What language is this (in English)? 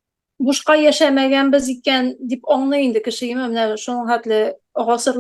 Tatar